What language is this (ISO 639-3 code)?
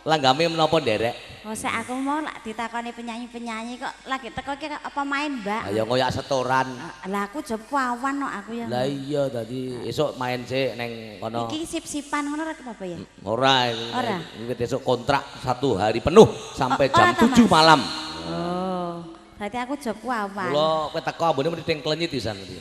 jav